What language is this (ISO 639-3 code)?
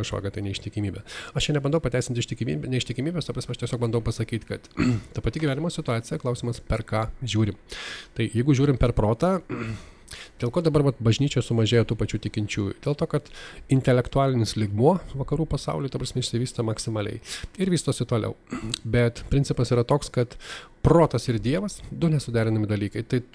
lit